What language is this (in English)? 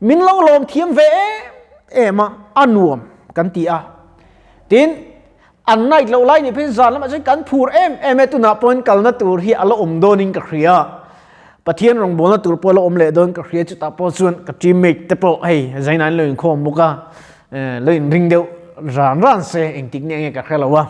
Mizo